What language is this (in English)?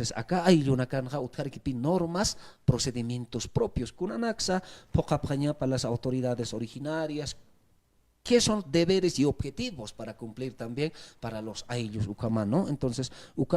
Aymara